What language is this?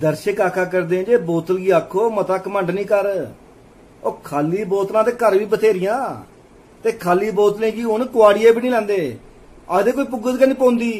Dogri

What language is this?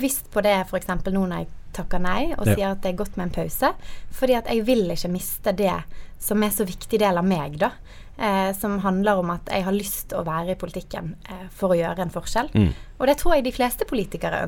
Norwegian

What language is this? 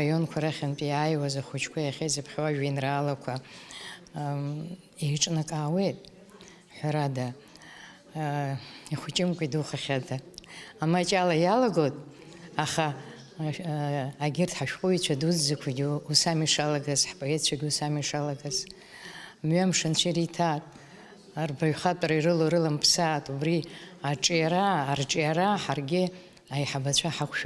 Abkhazian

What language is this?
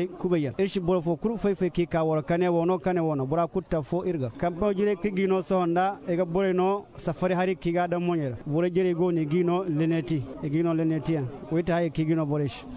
Zarma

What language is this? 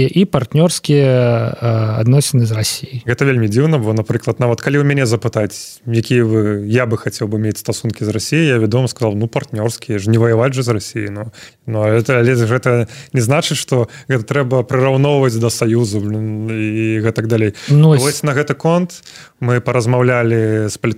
Belarusian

